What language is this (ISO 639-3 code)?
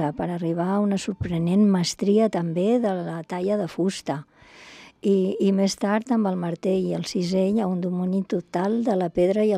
cat